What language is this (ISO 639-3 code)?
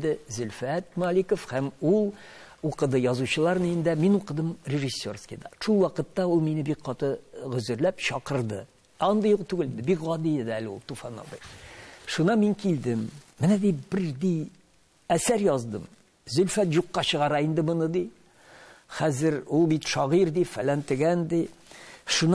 tat